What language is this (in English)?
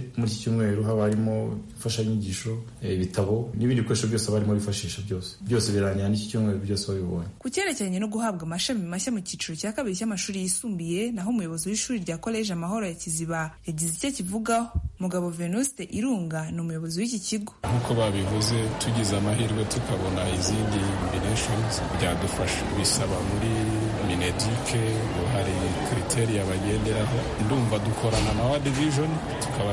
Kinyarwanda